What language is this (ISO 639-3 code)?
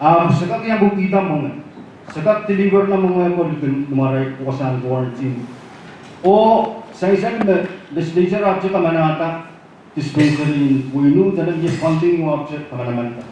pon